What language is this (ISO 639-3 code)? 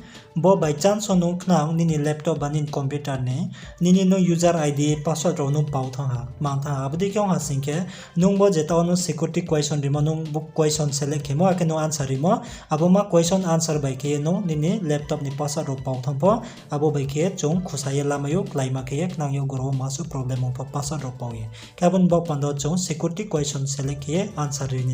ria